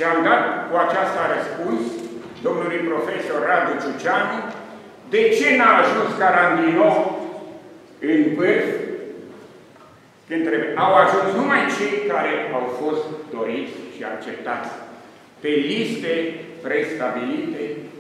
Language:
Romanian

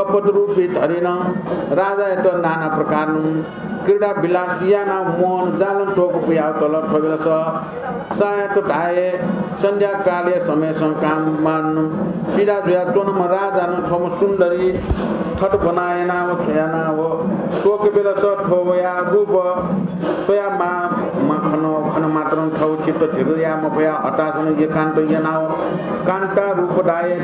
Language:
Newari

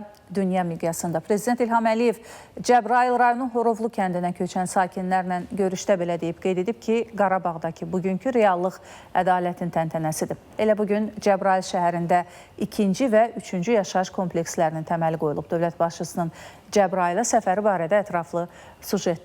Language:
Azerbaijani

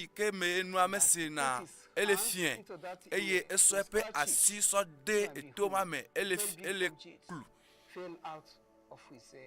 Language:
Ewe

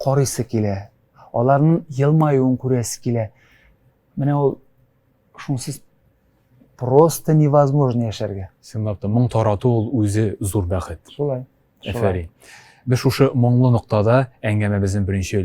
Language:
Tatar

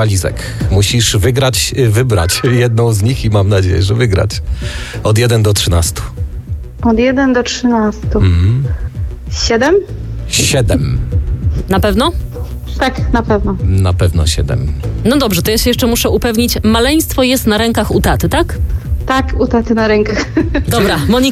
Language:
Polish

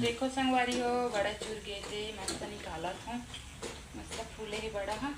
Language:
Chhattisgarhi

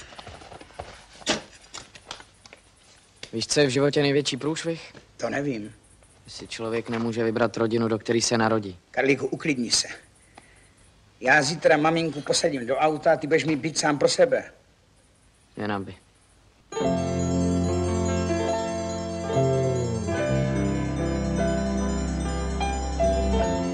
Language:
Czech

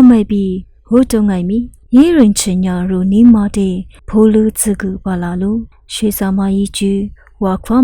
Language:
Lisu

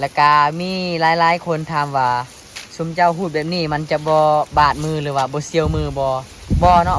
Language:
Lao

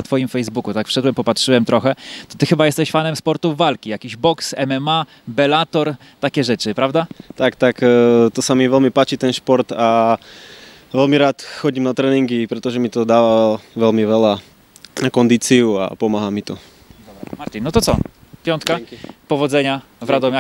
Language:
Polish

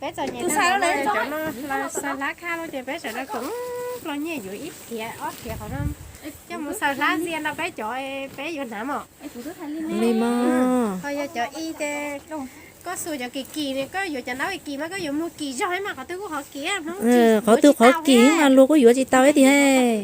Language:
Hmong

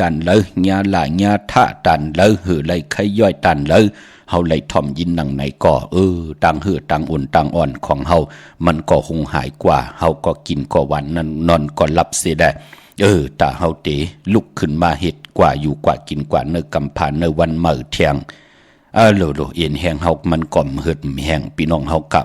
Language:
Shan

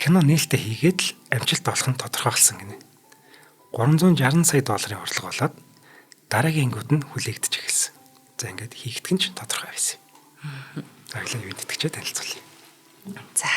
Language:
Mongolian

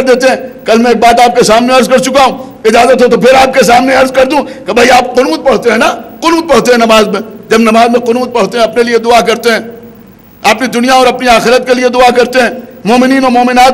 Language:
Urdu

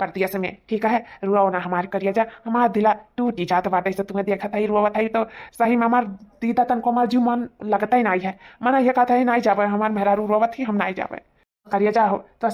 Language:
Awadhi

